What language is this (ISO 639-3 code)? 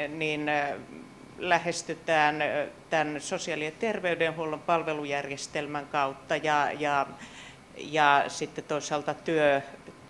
fin